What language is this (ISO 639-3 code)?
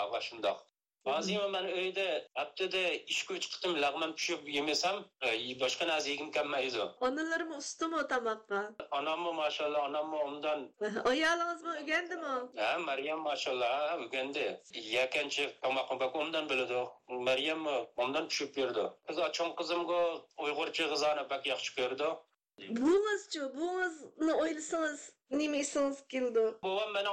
uig